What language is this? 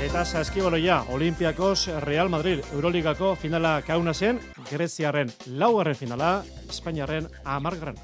Basque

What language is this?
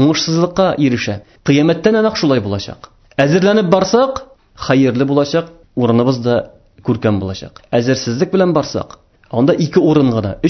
Tatar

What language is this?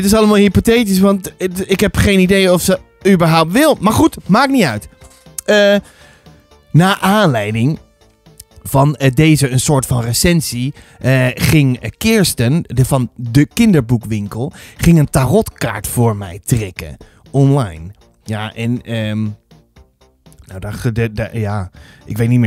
Dutch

